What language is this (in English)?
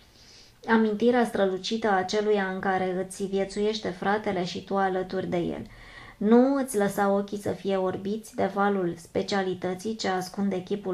Romanian